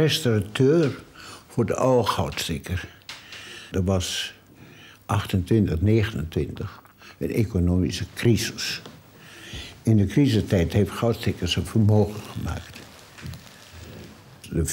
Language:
Dutch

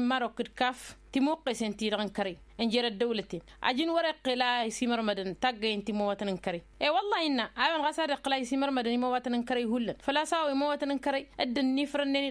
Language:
Tamasheq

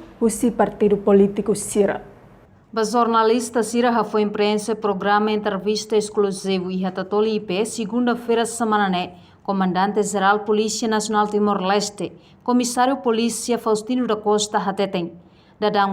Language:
Tetum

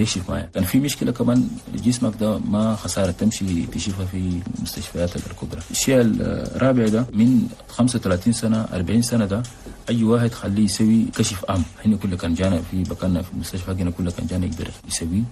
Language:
Chadian Arabic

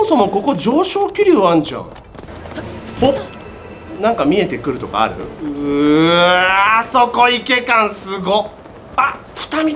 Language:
Japanese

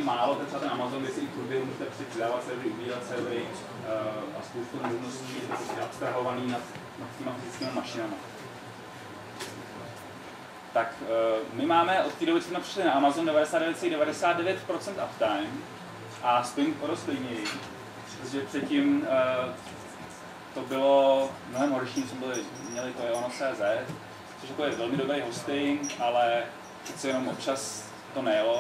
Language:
Czech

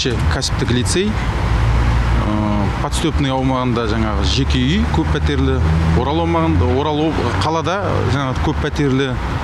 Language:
Kazakh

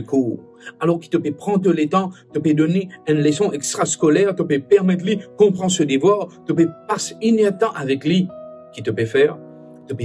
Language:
Morisyen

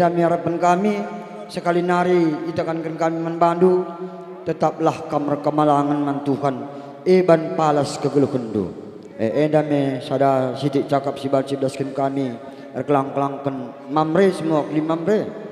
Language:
Batak Karo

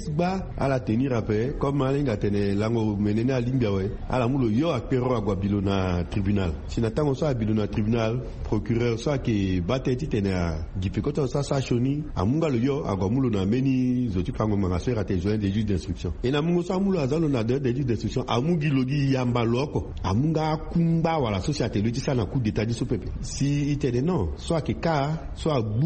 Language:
Sango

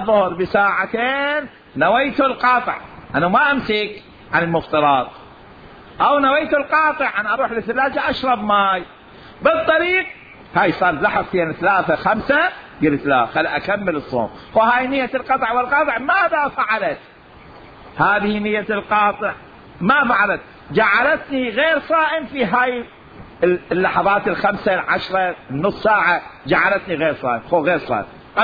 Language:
Mesopotamian Arabic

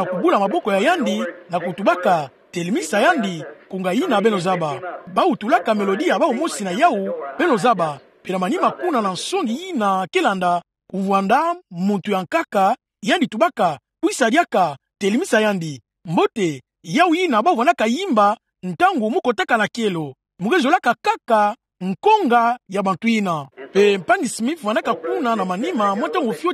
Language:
Kituba (Democratic Republic of Congo)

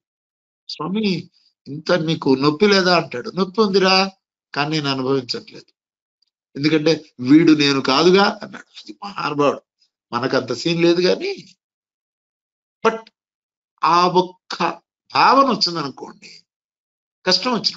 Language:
Telugu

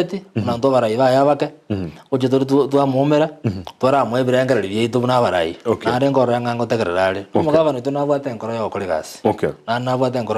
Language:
Gusii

